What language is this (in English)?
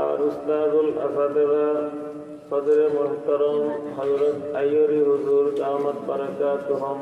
Sylheti